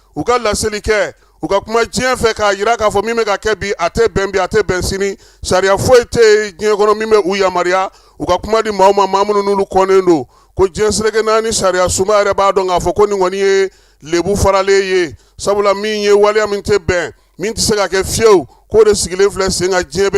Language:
Bambara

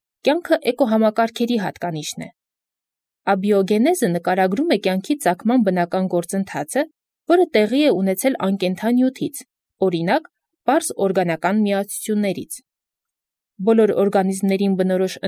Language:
Armenian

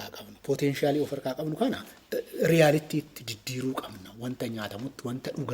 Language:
Oromo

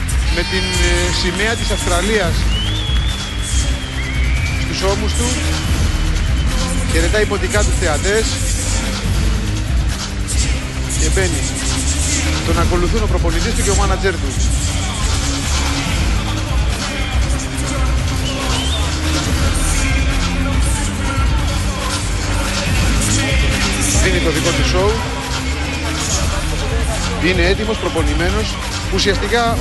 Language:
Greek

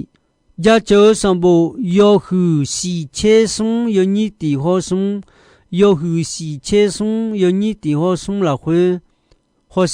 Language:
Akha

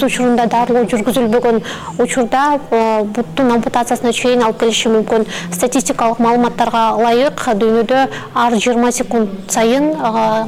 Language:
Kyrgyz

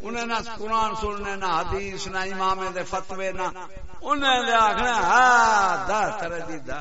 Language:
Saraiki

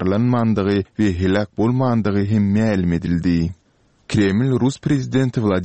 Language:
Turkmen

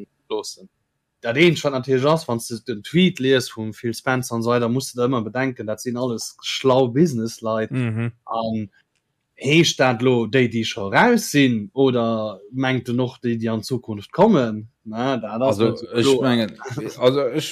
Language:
Luxembourgish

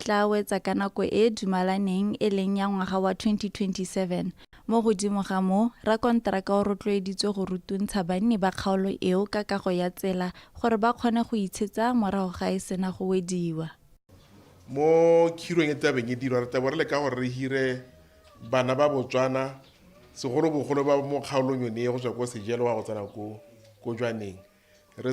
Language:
Tswana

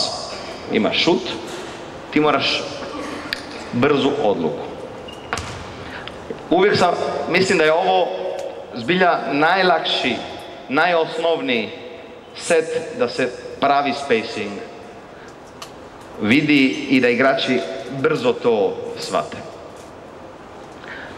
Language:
Croatian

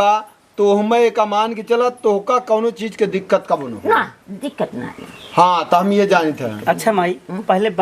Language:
Awadhi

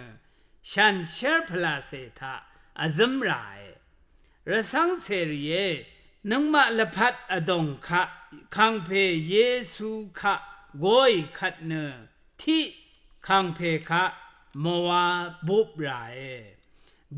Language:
Rawang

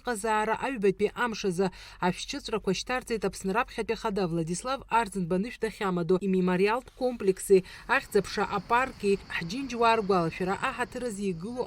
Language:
Abkhazian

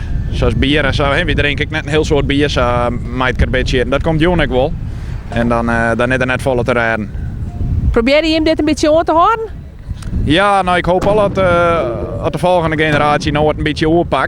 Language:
Western Frisian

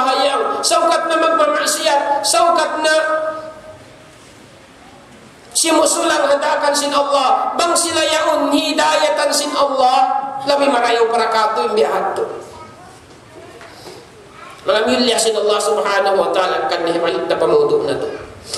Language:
Tausug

